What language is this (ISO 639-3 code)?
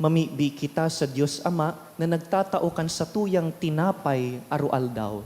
bik